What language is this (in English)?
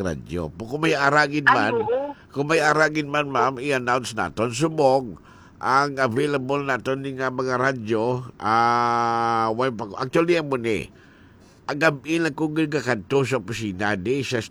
Hiligaynon